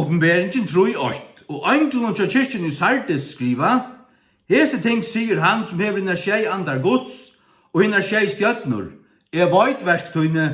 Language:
Faroese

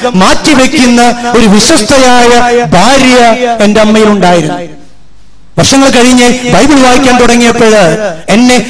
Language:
Malayalam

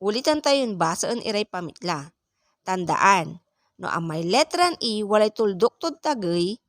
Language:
Pangasinan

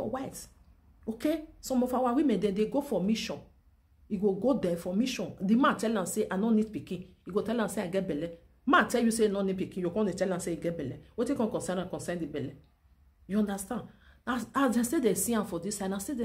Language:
Nigerian Pidgin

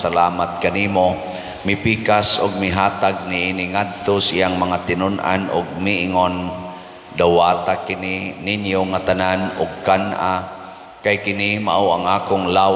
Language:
Cebuano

